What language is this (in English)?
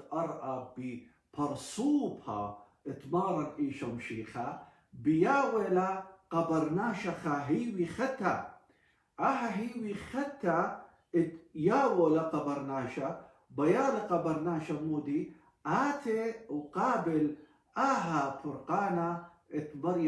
Assyrian Neo-Aramaic